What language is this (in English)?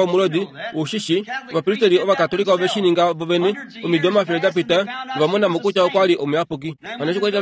Kuanyama